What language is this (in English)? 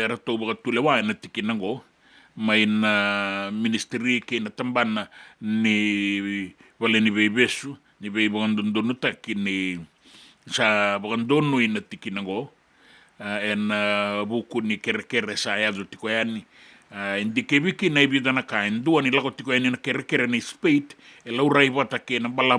Fijian